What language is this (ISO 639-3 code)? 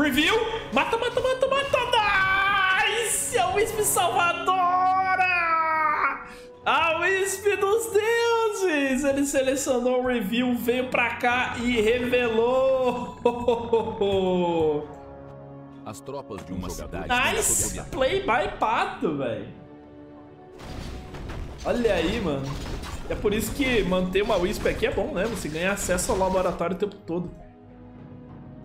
por